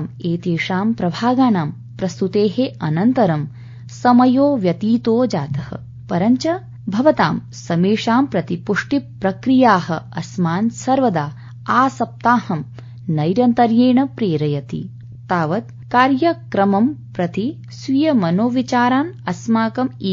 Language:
Sanskrit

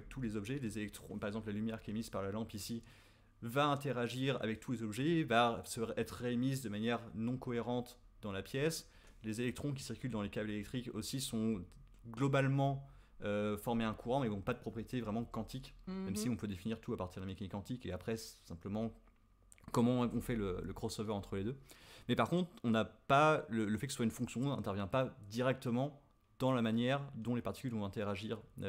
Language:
French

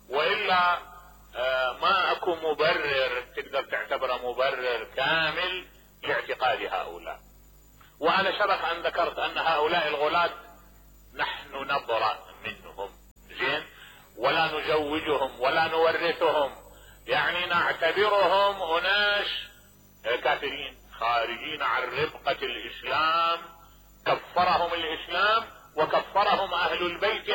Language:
Mesopotamian Arabic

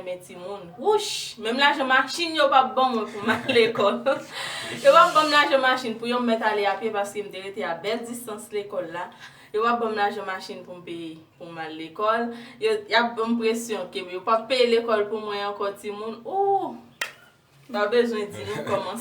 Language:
Haitian Creole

